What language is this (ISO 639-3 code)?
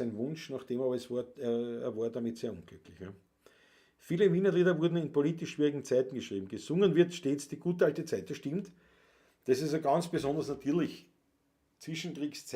bar